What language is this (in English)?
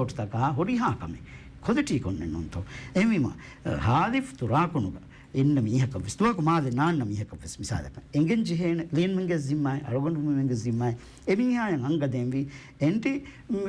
Divehi